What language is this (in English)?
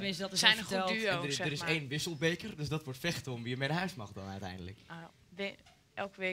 Dutch